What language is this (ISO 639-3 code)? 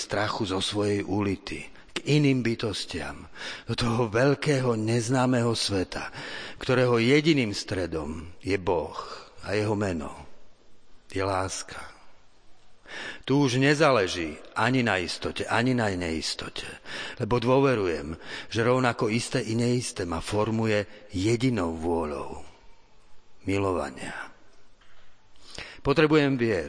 slk